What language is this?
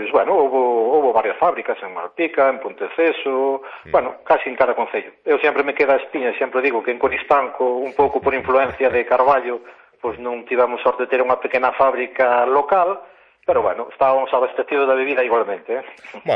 Galician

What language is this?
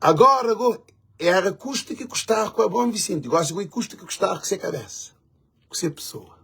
Kabuverdianu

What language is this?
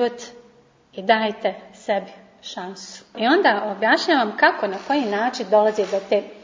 Croatian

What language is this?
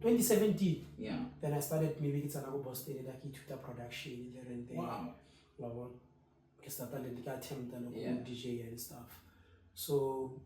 Tswana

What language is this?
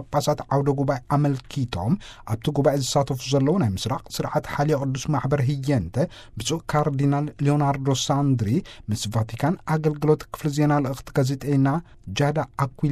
Tigrinya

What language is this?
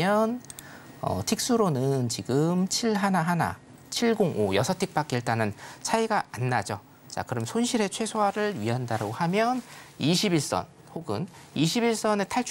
Korean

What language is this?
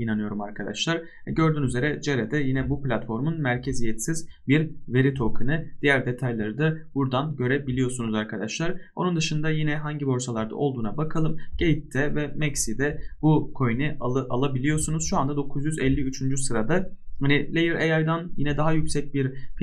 Turkish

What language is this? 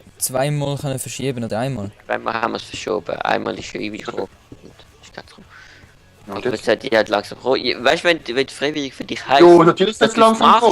Swiss German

